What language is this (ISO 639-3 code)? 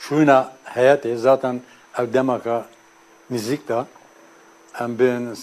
kur